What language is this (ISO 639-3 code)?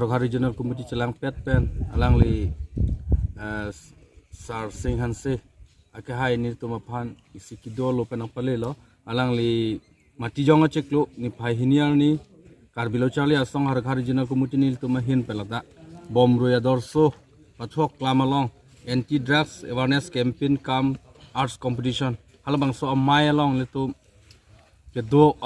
mjw